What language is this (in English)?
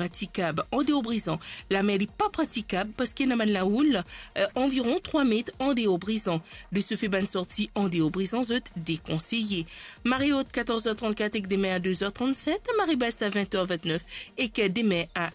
Morisyen